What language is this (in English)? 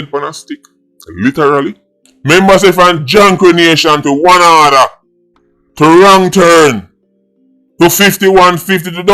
Jamaican Creole English